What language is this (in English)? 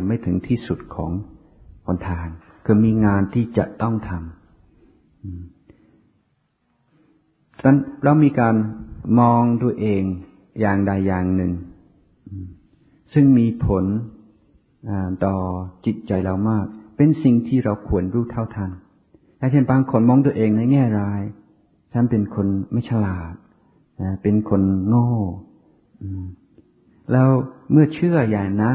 Thai